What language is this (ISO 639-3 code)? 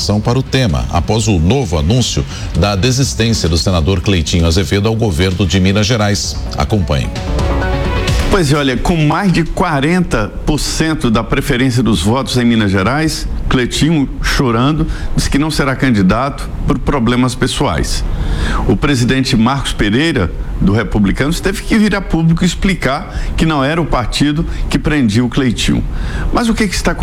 por